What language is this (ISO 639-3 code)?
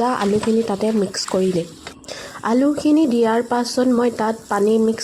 asm